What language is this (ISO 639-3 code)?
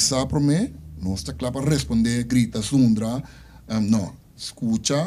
pap